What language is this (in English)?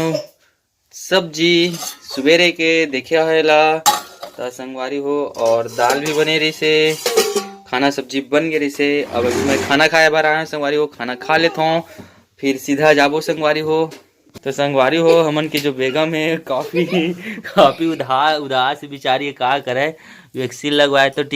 Chhattisgarhi